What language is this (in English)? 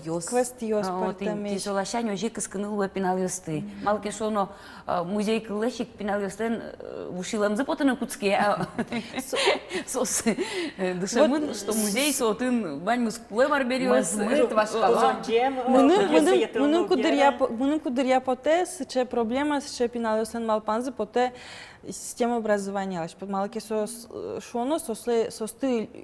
Udmurt